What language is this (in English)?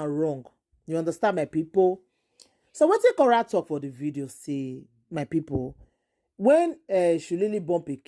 Nigerian Pidgin